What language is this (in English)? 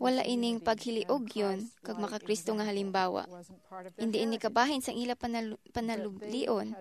Hiligaynon